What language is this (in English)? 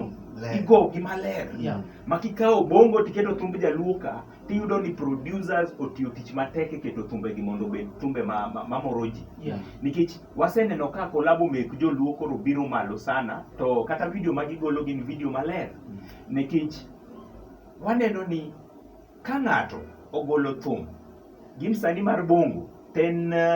Luo (Kenya and Tanzania)